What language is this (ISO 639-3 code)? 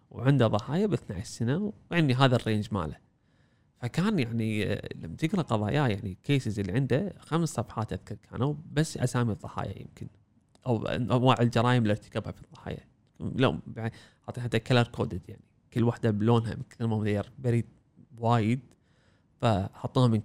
afb